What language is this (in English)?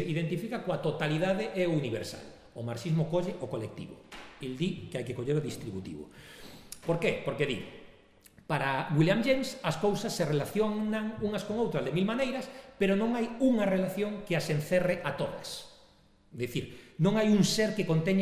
Galician